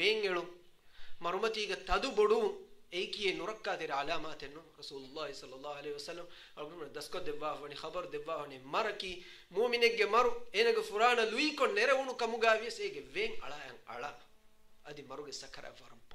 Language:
Divehi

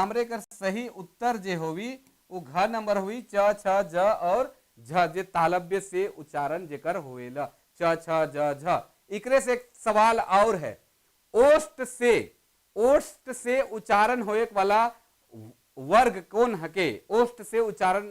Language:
Sadri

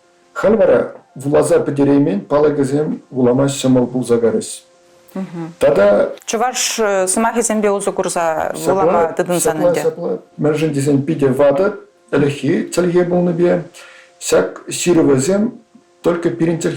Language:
Chuvash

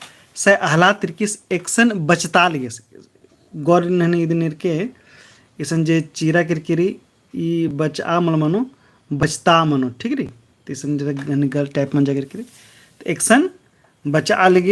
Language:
Kurukh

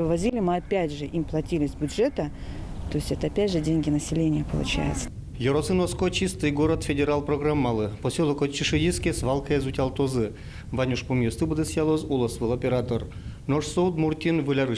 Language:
Udmurt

